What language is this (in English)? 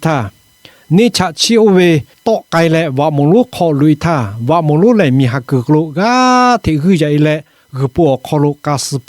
Lahu